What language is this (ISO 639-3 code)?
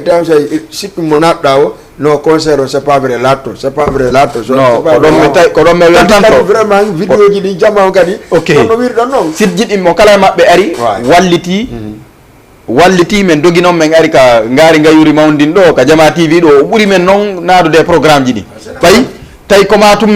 ful